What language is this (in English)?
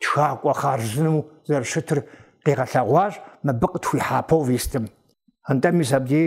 Kabardian